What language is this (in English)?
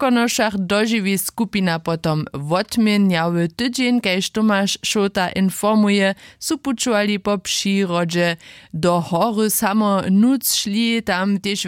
Upper Sorbian